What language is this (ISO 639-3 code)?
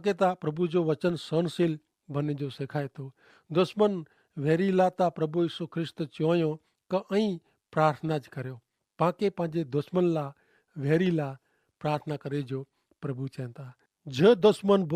kfr